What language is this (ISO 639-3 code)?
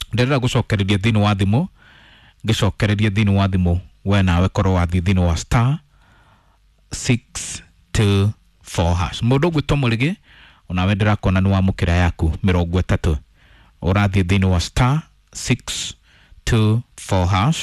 kik